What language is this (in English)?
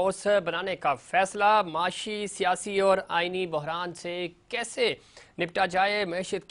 Urdu